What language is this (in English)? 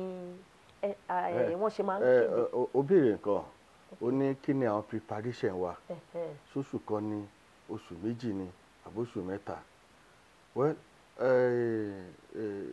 Yoruba